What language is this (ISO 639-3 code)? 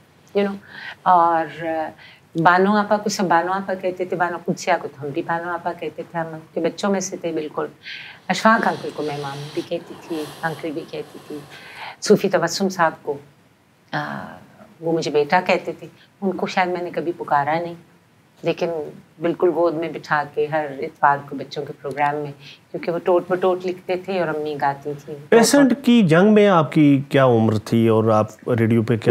urd